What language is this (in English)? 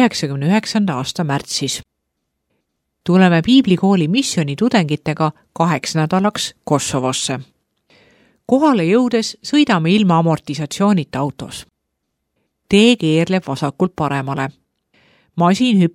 Estonian